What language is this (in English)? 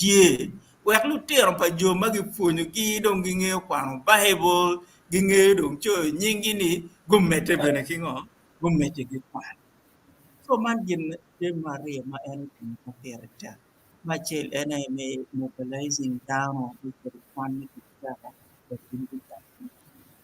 Acoli